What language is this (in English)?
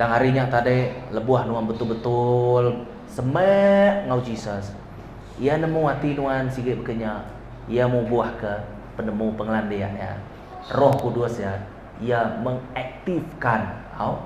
Iban